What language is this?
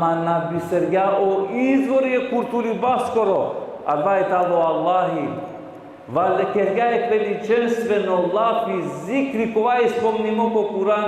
Balkan Romani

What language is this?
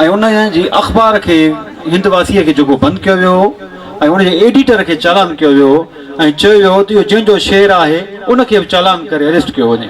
Sindhi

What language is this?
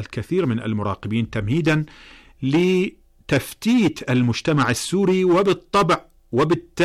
Arabic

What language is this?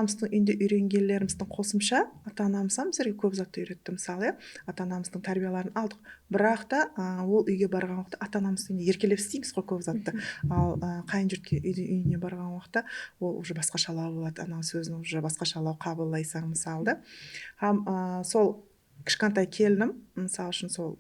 Kara-Kalpak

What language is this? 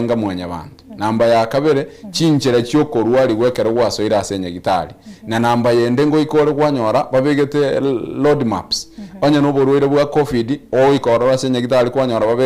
Gusii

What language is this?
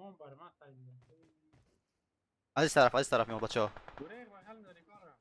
Persian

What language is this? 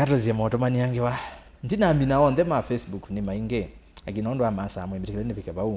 Kamba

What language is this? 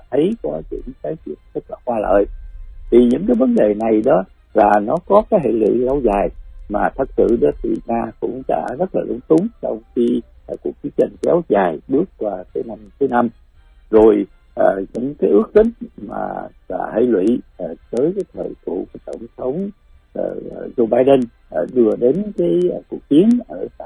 Vietnamese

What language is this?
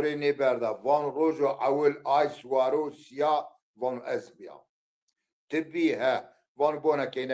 Zaza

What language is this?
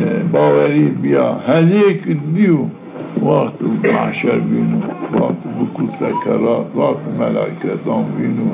Zaza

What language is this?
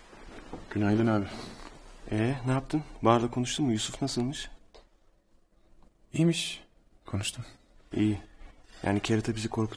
Turkish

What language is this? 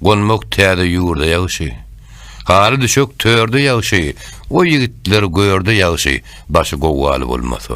Turkmen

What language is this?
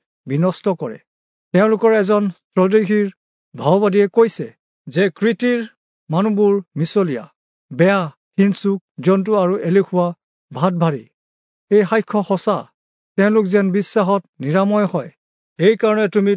Assamese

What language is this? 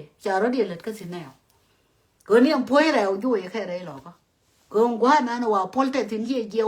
Nuer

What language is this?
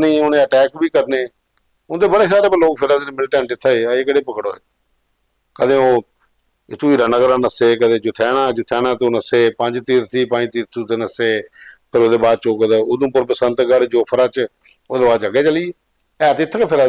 Dogri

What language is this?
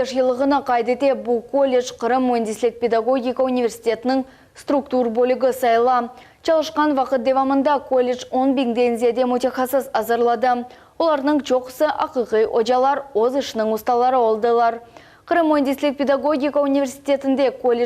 Crimean Tatar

